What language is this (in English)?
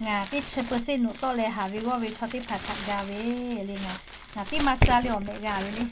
Lahu